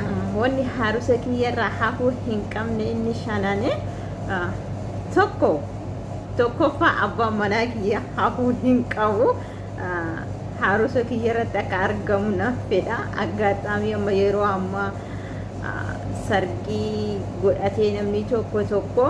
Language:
Oromo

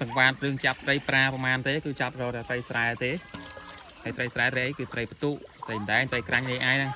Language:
Khmer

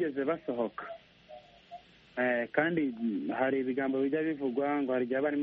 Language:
Kinyarwanda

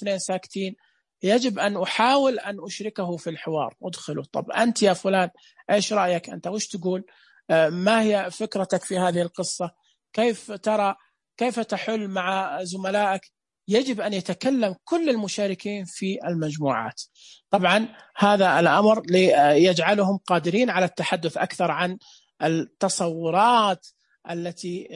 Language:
Najdi Arabic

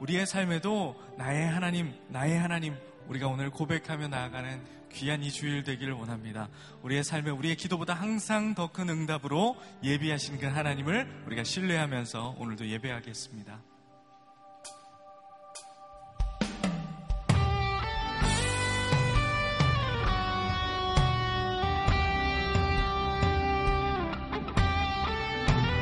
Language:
Korean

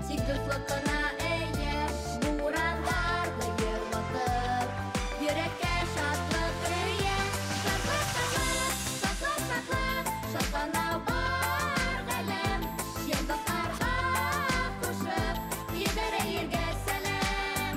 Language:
Bashkir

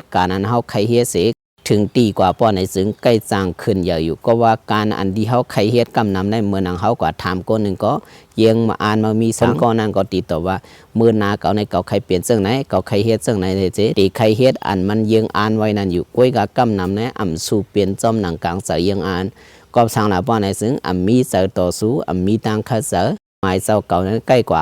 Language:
Shan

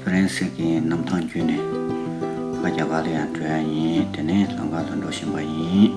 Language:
Tibetan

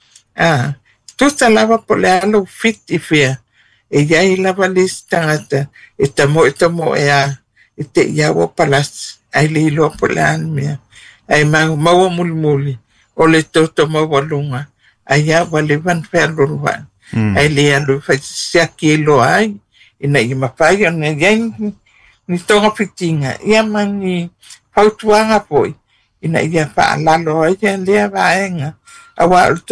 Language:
Samoan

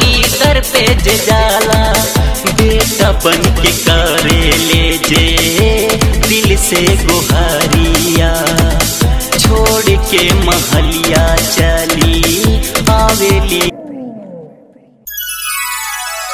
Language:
Bhojpuri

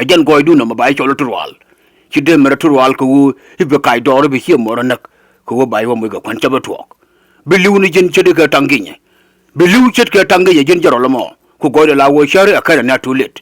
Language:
Nuer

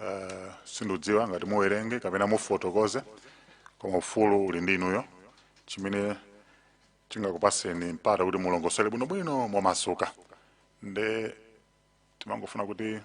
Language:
Nyanja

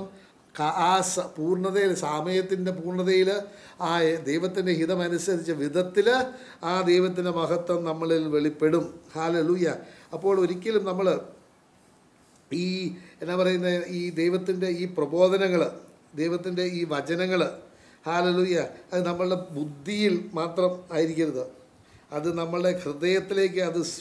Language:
Malayalam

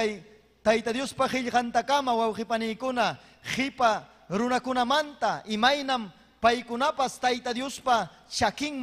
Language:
Ayacucho Quechua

